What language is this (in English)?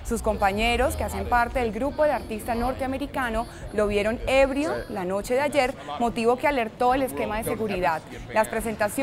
Spanish